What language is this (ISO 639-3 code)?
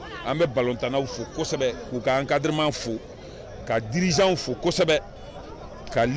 bam